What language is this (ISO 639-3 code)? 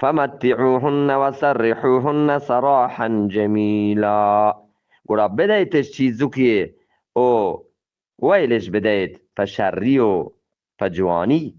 bgp